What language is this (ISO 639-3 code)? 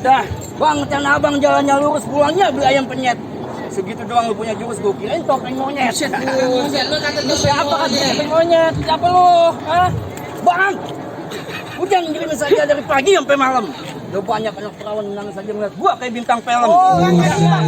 bew